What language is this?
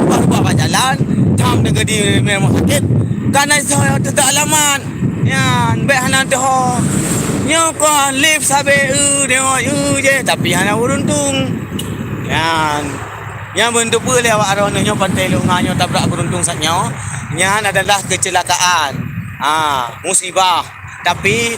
Achinese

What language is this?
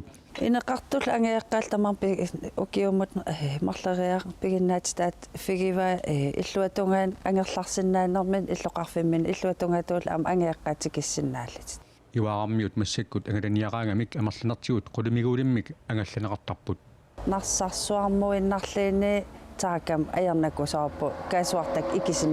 Kalaallisut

